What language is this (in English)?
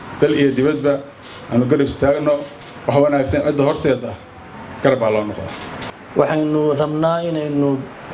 Somali